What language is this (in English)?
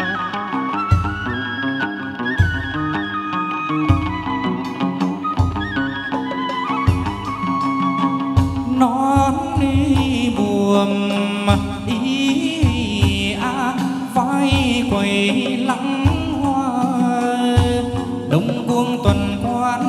Vietnamese